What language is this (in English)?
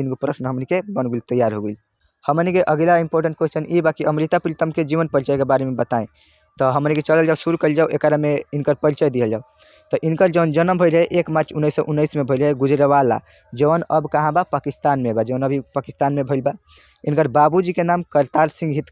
Bhojpuri